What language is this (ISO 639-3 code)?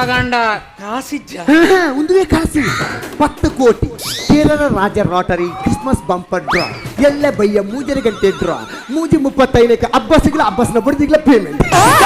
tcy